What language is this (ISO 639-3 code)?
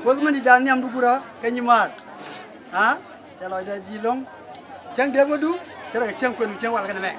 nus